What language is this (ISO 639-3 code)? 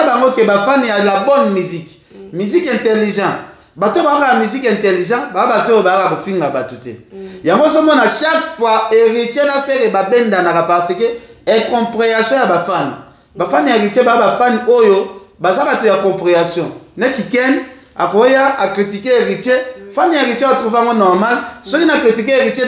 lin